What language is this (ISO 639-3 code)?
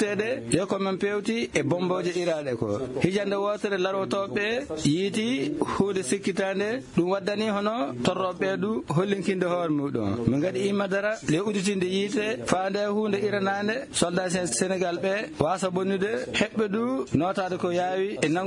ful